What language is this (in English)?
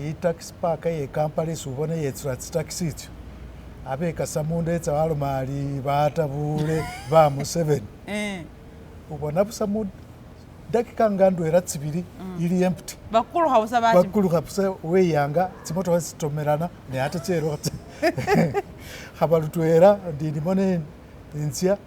Masaaba